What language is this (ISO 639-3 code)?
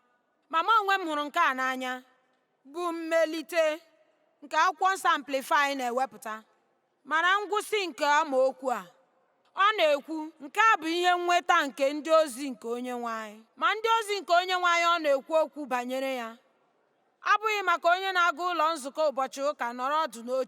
ibo